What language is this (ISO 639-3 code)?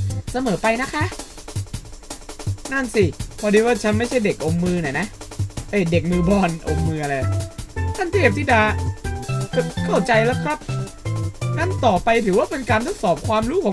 tha